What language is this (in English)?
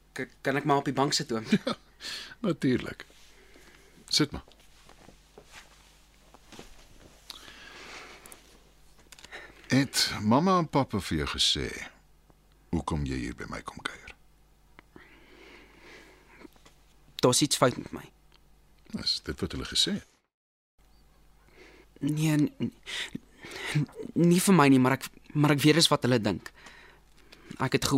Afrikaans